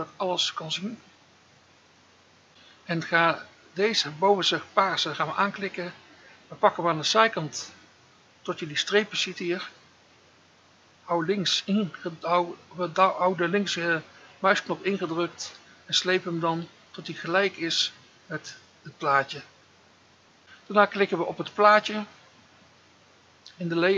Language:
Dutch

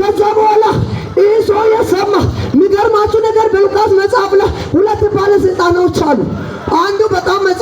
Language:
Amharic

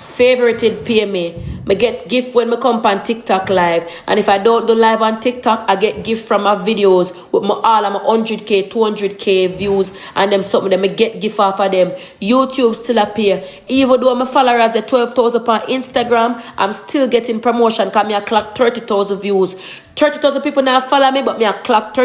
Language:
Jamaican Creole English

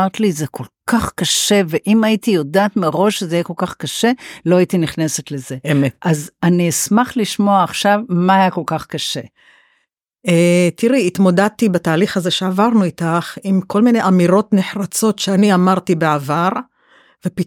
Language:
Hebrew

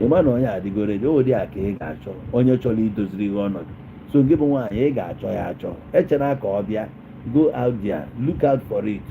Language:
Igbo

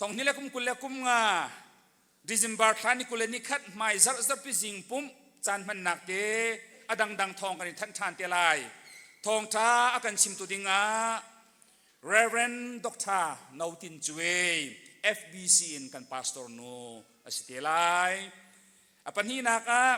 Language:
Hakha Chin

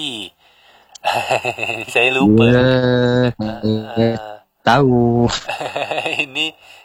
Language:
Malay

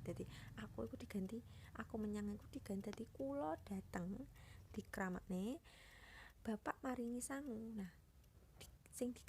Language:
Javanese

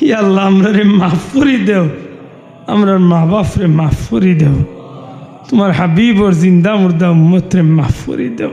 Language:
Sylheti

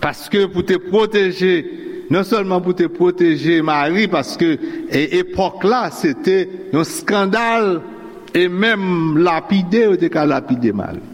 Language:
Haitian Creole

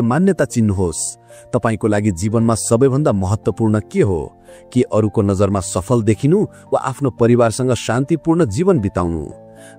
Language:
Nepali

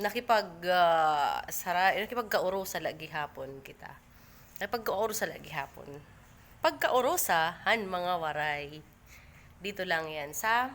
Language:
Waray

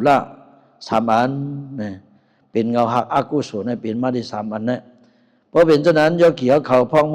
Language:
Shan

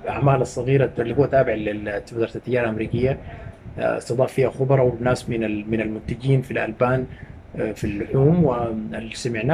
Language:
Sudanese Arabic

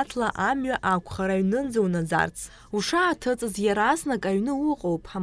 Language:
Abkhazian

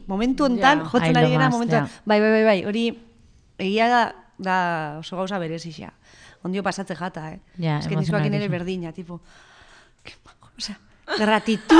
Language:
Basque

